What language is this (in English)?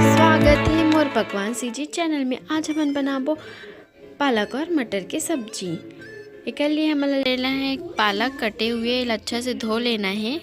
Chhattisgarhi